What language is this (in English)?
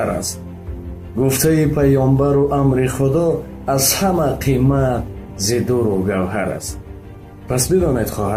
Tajik